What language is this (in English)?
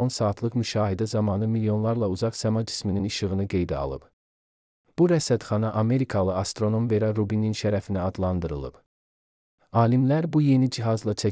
Azerbaijani